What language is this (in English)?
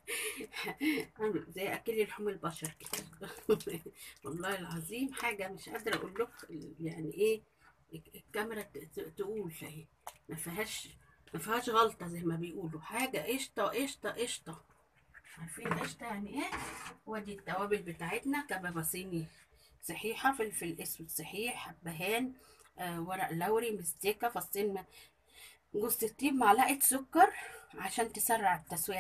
Egyptian Arabic